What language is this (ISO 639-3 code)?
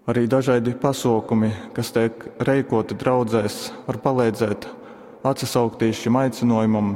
ltg